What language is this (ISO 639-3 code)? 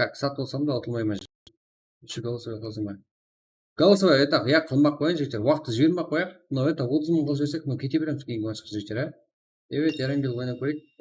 kaa